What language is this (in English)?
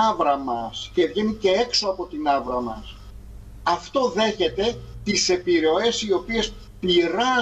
Greek